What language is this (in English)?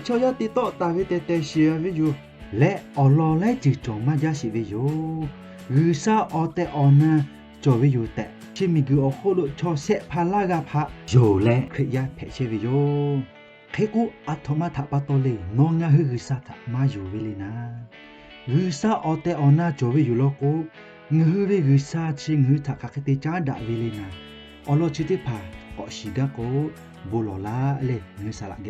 Lahu